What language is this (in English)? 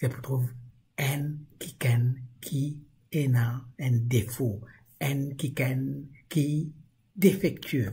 Morisyen